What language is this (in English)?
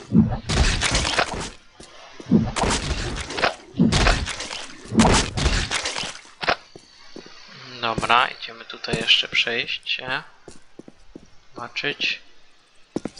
Polish